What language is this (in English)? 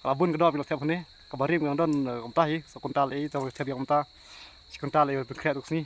Khasi